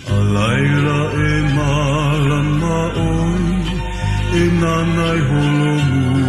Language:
Hawaiian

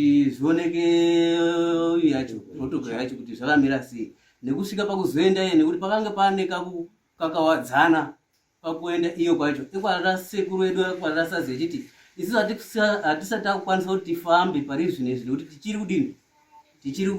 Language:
Shona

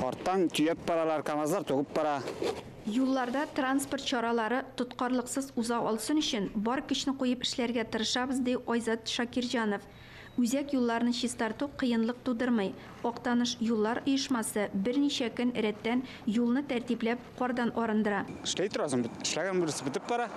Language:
Tatar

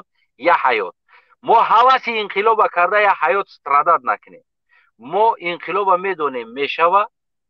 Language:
Tajik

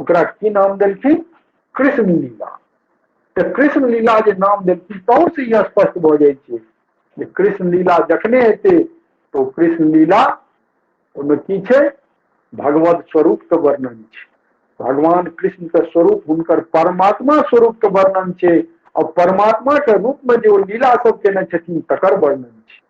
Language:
Maithili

